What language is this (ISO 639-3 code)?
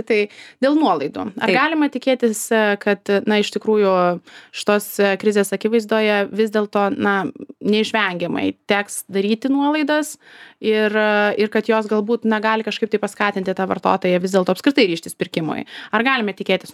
lit